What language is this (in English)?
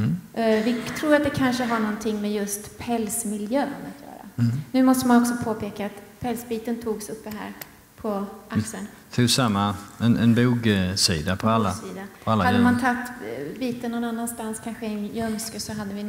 Swedish